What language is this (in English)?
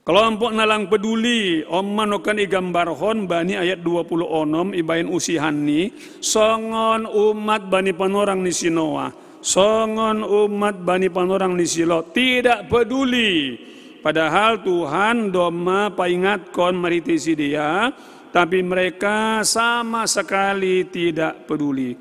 Batak Simalungun